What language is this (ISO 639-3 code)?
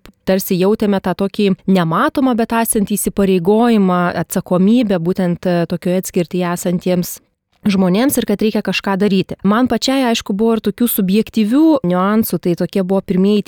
lit